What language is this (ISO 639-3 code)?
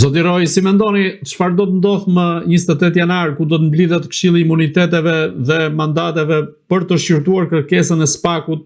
sqi